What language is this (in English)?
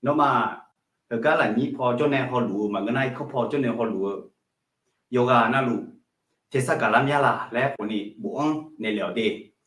Akha